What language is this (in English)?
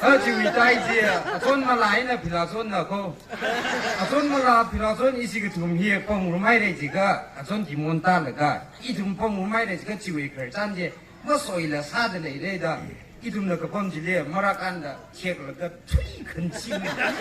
Tangkhul Naga (India)